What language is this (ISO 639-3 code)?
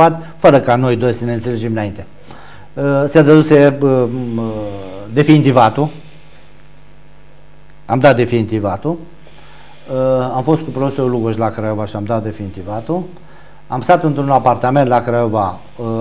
ron